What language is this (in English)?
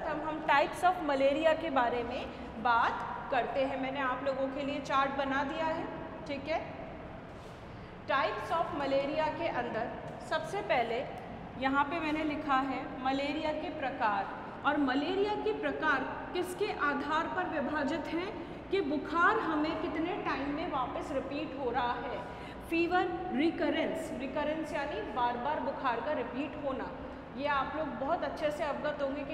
Hindi